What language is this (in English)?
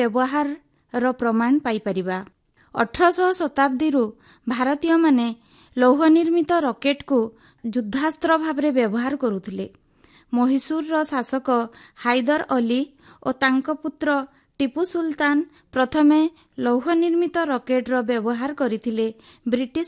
Odia